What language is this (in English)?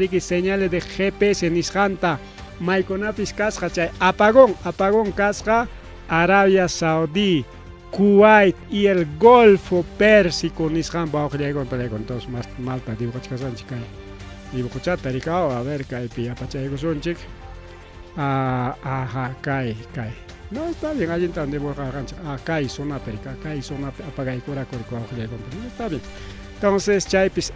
Ayacucho Quechua